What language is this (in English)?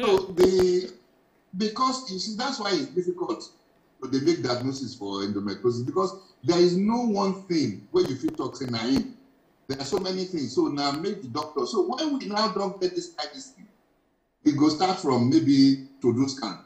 Nigerian Pidgin